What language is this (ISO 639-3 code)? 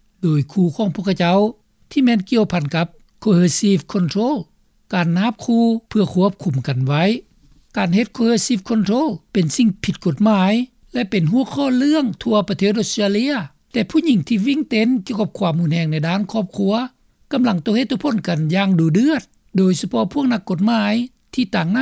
lao